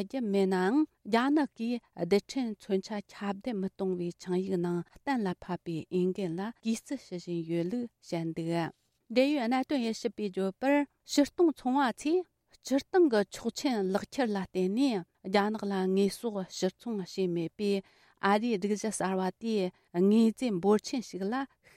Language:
Tibetan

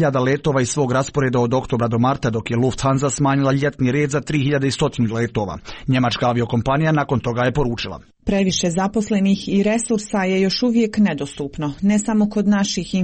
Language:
Serbian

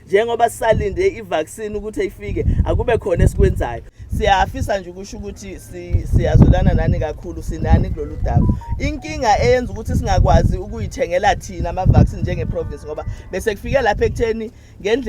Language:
Zulu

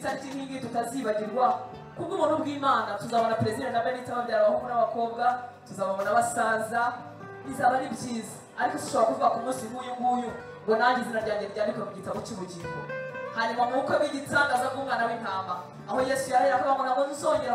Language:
Kinyarwanda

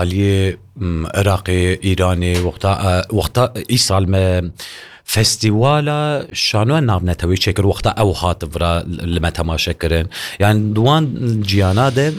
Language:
Kurdish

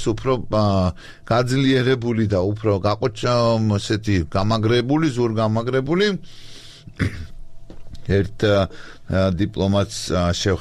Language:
Georgian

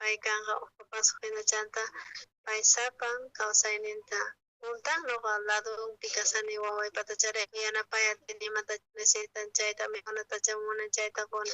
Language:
South Bolivian Quechua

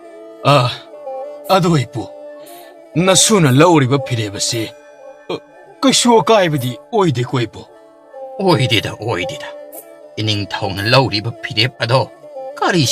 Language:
Manipuri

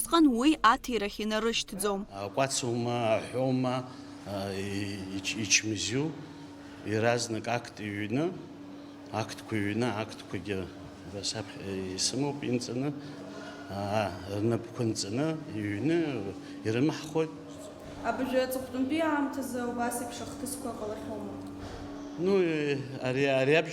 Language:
Abkhazian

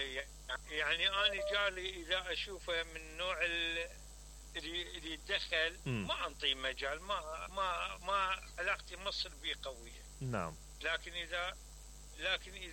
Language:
Mesopotamian Arabic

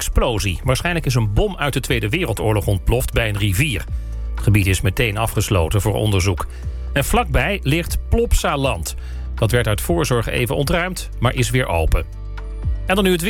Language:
Dutch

